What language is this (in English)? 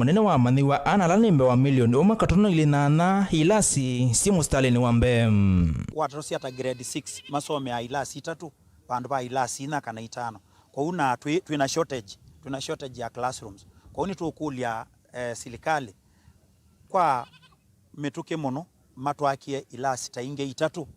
Kamba